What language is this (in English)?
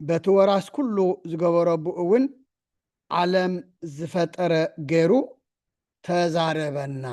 Tigrinya